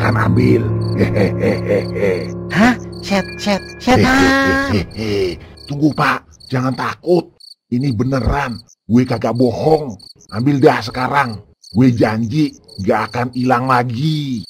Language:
Betawi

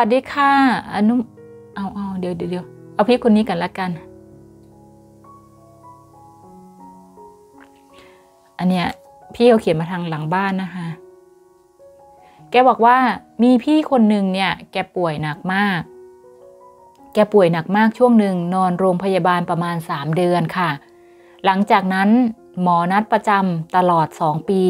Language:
Thai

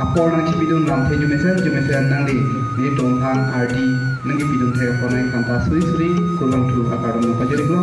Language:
Karbi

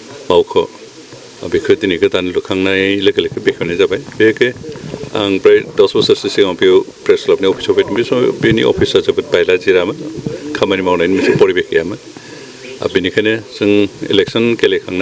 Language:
Bodo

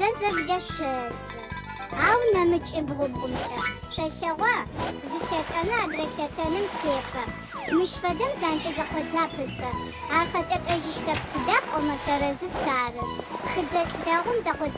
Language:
Adyghe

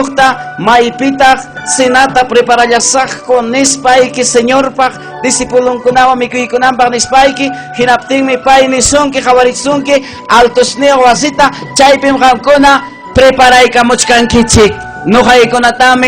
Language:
Ayacucho Quechua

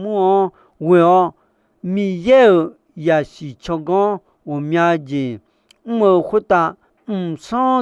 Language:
Akha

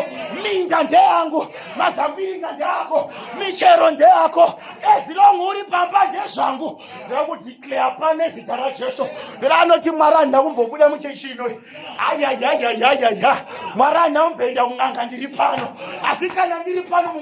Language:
Shona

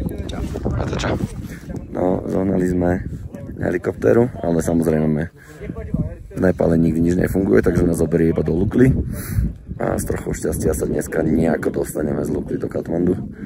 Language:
Slovak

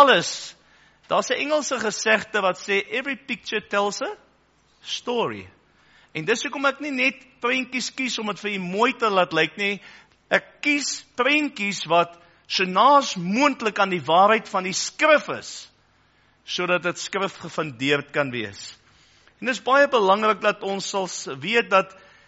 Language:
Afrikaans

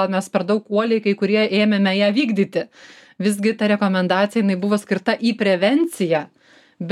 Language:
Lithuanian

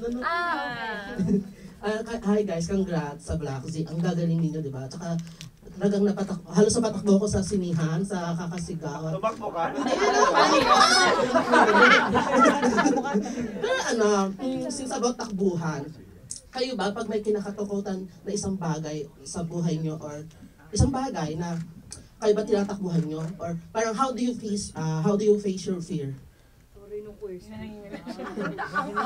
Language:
Filipino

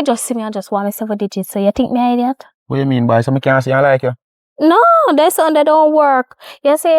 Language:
Jamaican Creole English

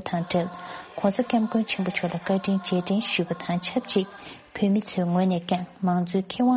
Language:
Tibetan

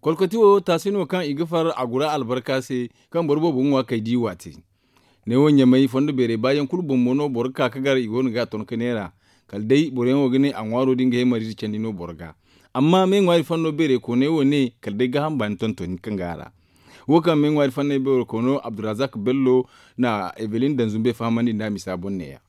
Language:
Zarma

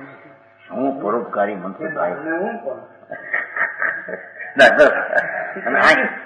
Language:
Gujarati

